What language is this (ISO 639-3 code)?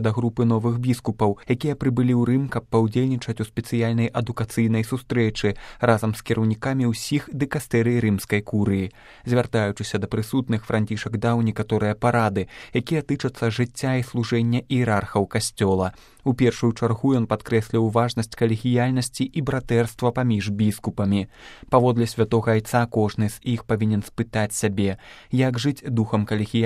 bel